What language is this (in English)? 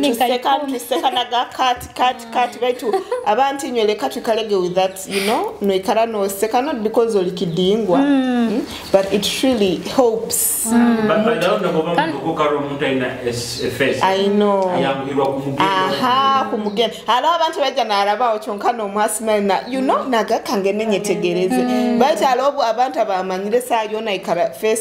Tooro